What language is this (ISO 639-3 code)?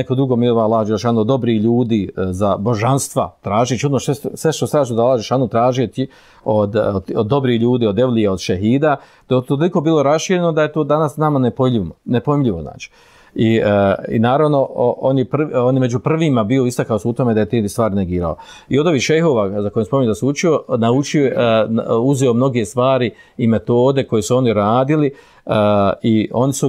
bos